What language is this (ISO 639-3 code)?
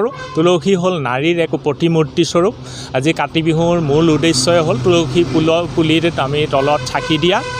asm